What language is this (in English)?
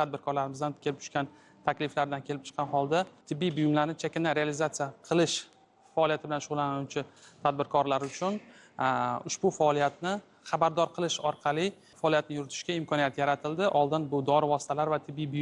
Uzbek